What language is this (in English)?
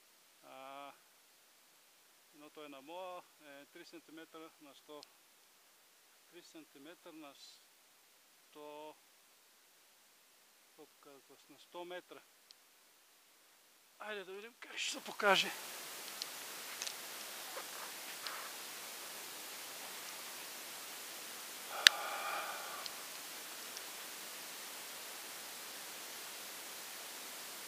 Bulgarian